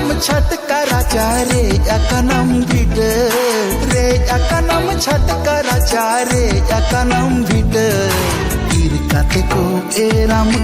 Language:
Santali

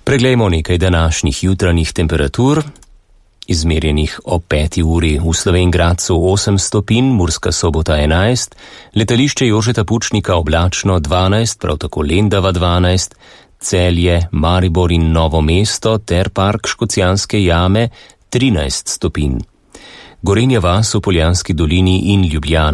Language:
Slovenian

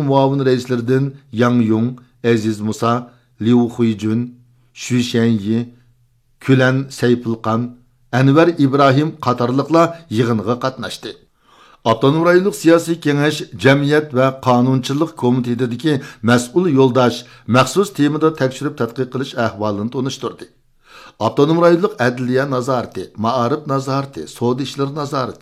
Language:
Uyghur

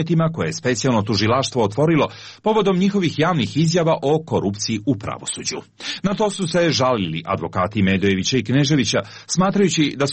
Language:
Serbian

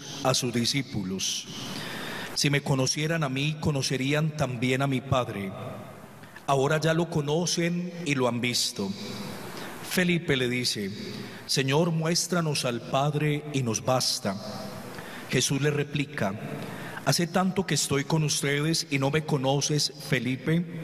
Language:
Spanish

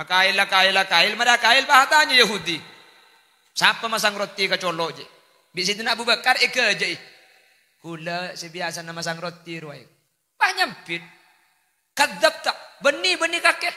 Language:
Madurese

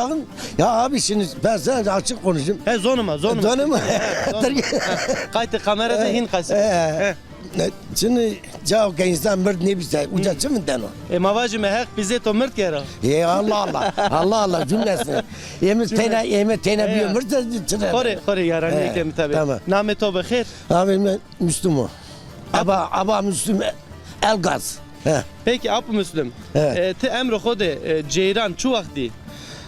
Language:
Zaza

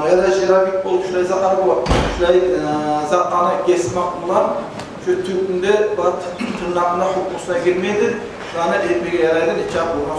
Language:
Kumyk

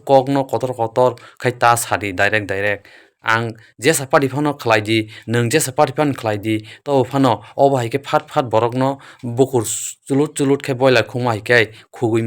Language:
Kok Borok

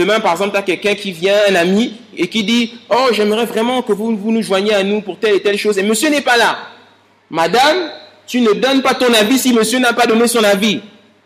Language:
French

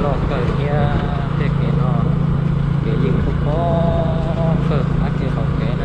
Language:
Hmong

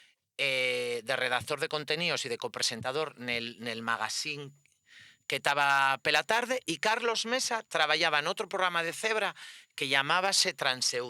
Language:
Asturian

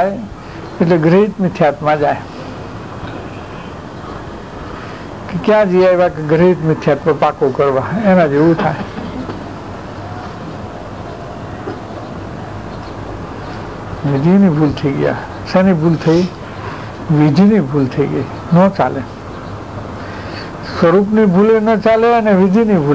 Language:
Gujarati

